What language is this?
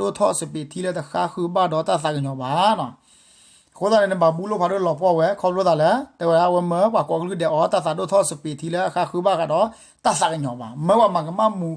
S'gaw Karen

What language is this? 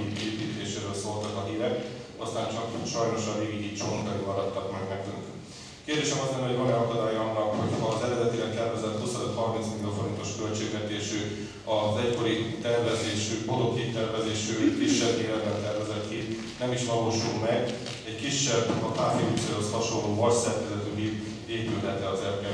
Hungarian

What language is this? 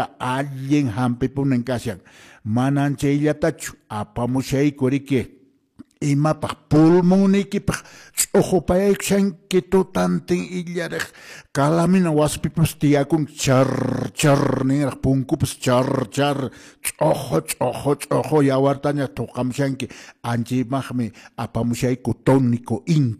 Quechua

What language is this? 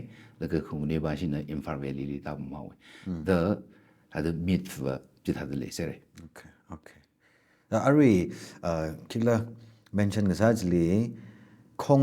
Tangkhul Naga (India)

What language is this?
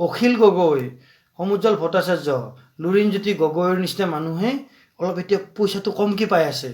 Assamese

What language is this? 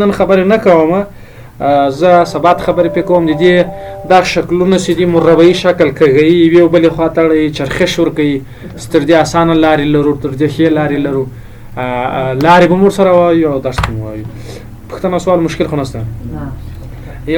Pashto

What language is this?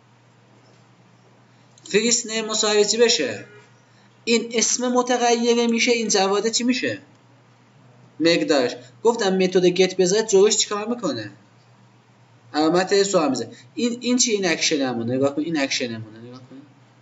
Persian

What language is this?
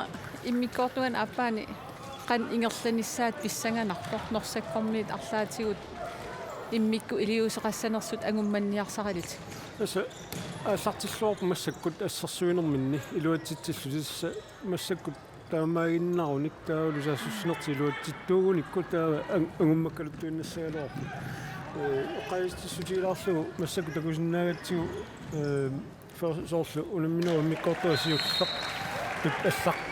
Kalaallisut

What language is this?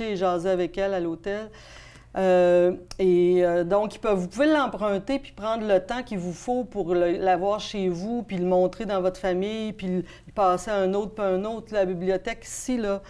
French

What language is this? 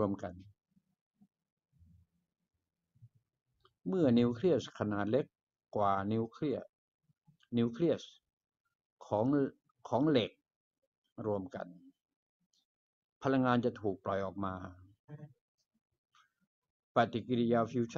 Thai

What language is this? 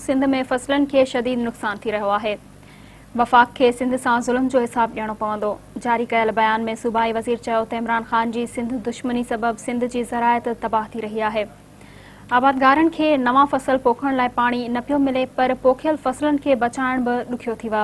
Sindhi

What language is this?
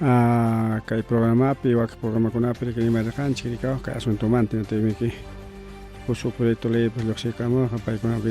Ayacucho Quechua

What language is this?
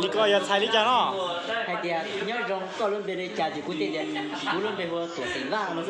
Hmong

